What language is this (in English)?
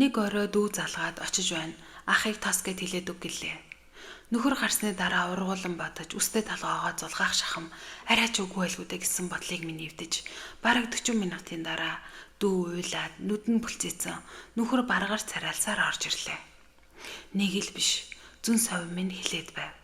Mongolian